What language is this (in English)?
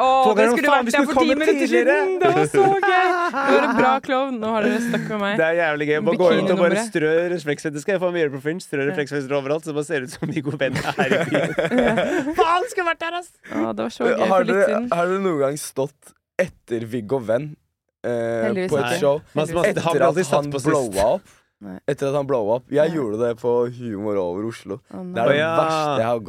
Norwegian